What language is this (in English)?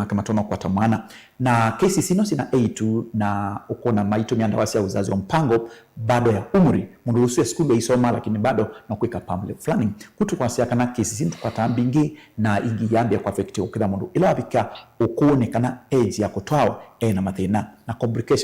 Kamba